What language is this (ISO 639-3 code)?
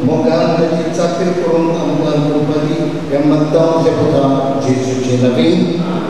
kok